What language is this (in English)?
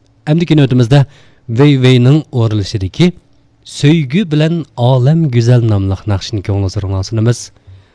Uyghur